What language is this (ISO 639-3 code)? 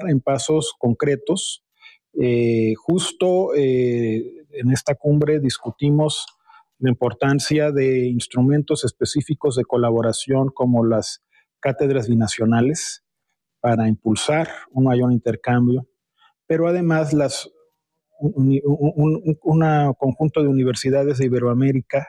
spa